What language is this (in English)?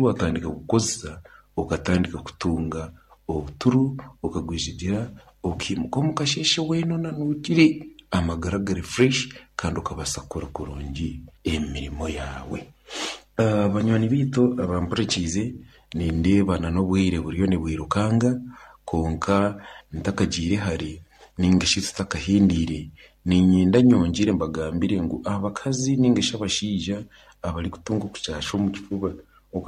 Nyankole